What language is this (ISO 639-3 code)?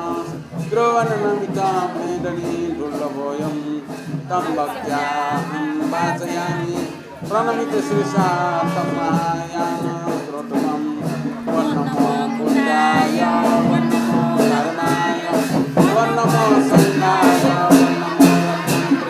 new